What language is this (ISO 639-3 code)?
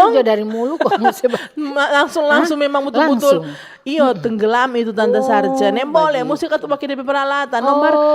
xmm